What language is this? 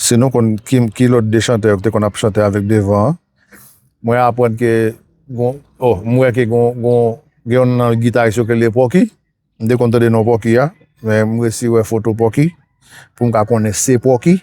Haitian Creole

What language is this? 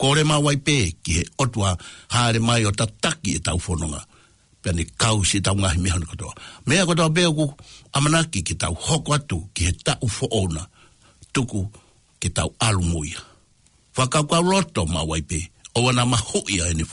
Tongan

